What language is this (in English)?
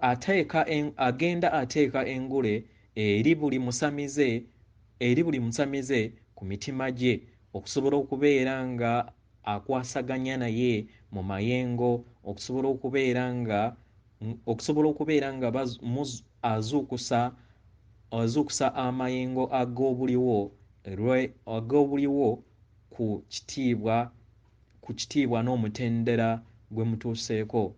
Ganda